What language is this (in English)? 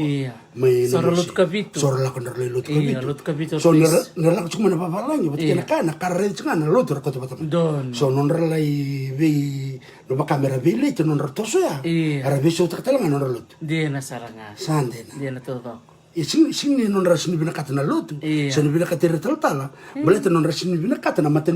Fijian